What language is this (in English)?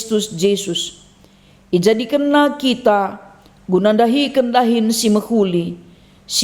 Batak Karo